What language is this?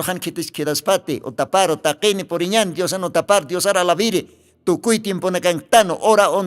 Aymara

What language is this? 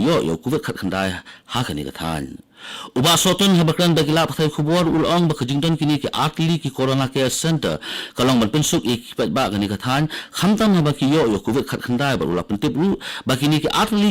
Khasi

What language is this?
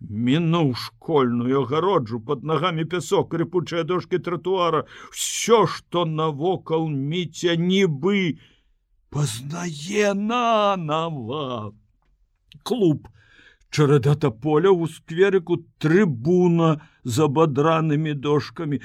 Belarusian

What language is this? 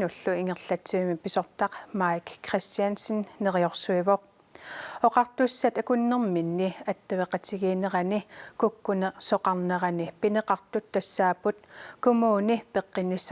Kalaallisut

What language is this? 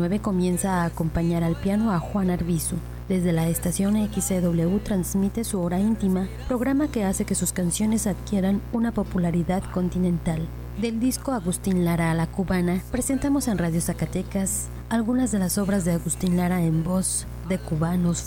Spanish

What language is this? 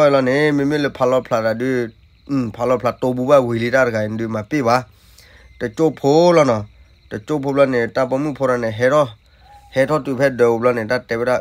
S'gaw Karen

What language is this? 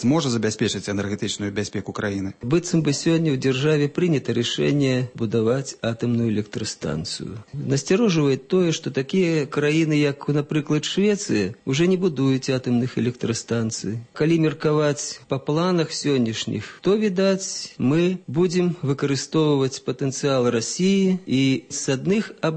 Belarusian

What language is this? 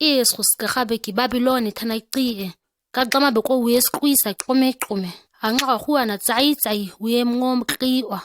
ǁGana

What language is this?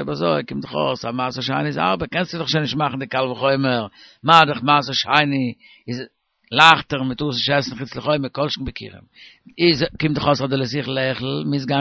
Yiddish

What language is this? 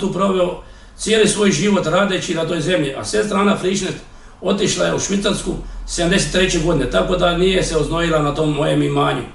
Croatian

